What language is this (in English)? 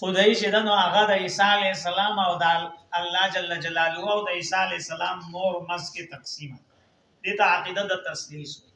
Pashto